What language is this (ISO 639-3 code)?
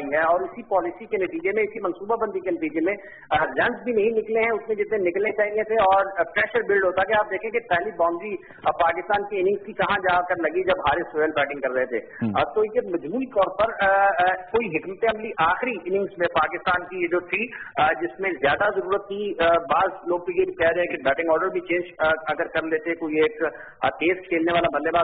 urd